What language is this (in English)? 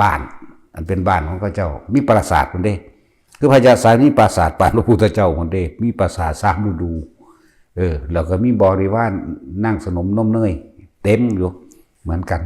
Northeastern Thai